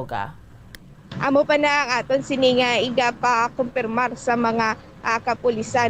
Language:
Hiligaynon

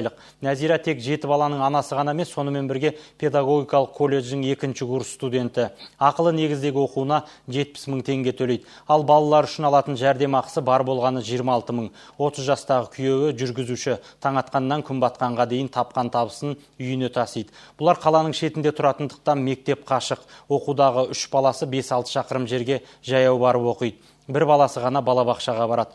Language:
Kazakh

